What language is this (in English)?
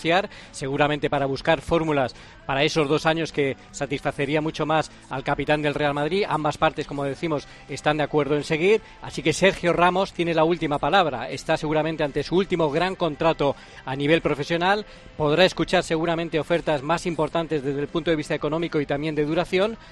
Spanish